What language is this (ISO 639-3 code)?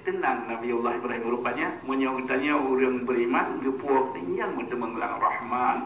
ace